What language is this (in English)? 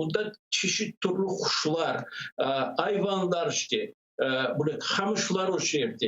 Crimean Tatar